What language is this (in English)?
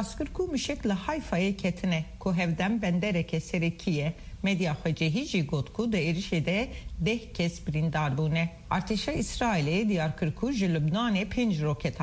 Kurdish